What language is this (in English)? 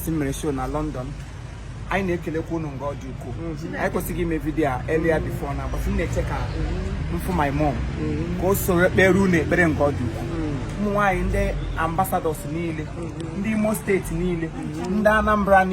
Igbo